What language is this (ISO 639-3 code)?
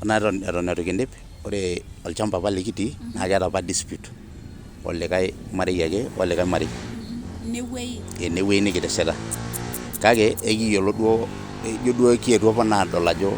mas